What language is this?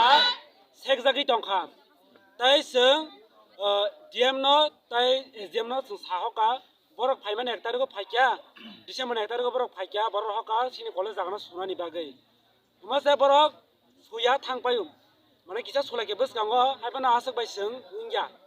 Kok Borok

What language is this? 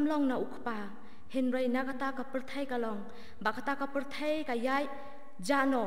Khasi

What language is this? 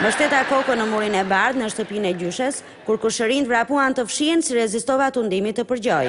Albanian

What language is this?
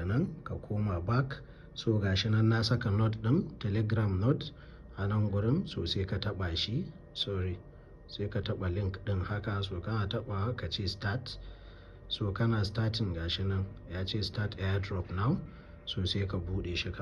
Hausa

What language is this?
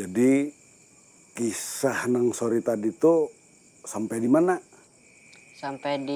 Banjar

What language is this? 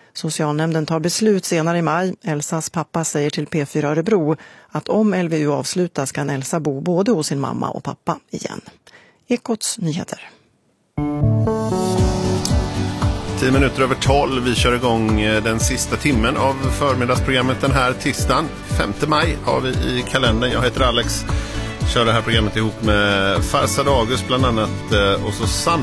Swedish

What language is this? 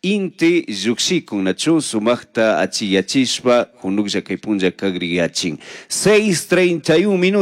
Chimborazo Highland Quichua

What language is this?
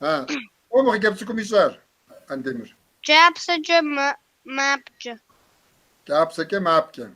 Kabardian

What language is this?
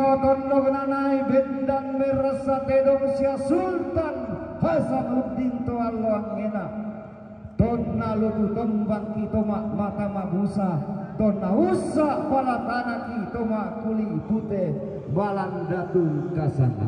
Toraja-Sa'dan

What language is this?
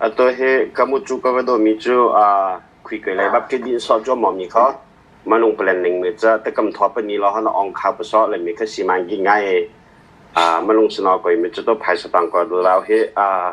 Hakha Chin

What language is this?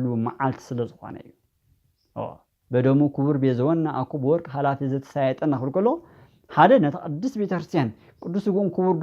Tigrinya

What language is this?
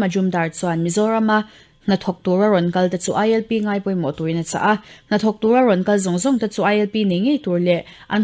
Mizo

